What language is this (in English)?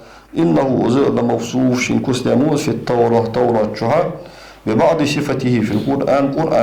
Ingush